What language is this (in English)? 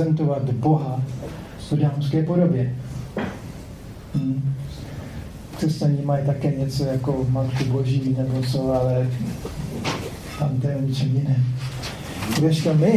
Czech